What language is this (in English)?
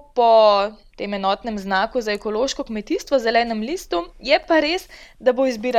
Slovenian